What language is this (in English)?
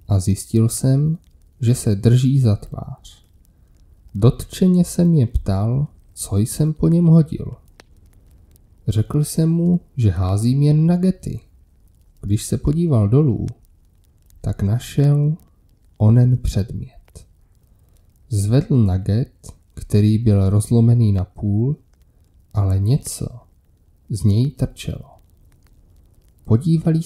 Czech